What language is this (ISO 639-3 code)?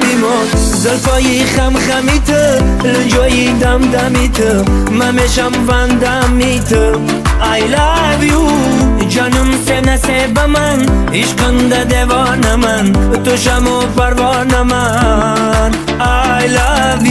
tgk